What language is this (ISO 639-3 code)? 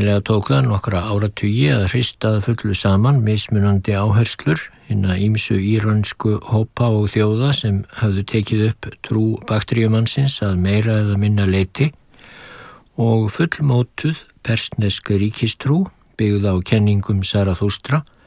isl